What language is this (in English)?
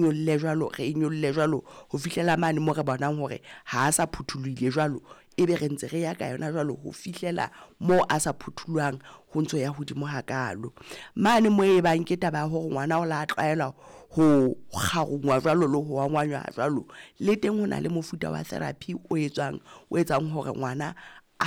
Southern Sotho